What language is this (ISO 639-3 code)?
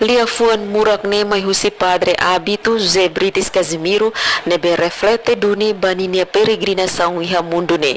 tet